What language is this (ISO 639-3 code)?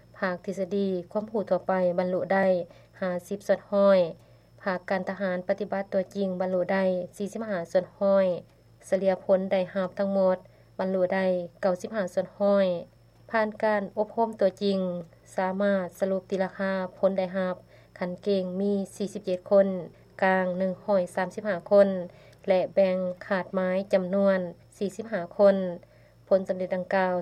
lao